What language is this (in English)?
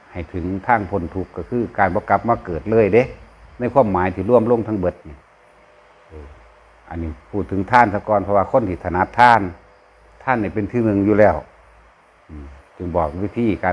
Northeastern Thai